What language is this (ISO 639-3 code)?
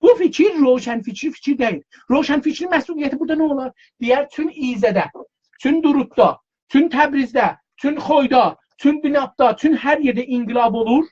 azb